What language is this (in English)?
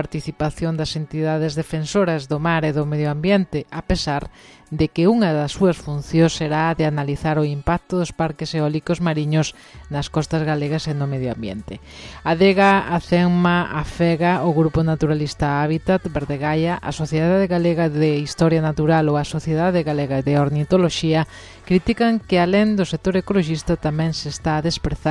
Galician